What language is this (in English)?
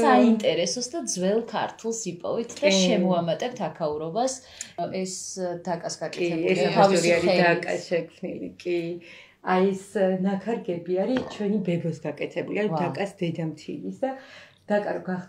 Georgian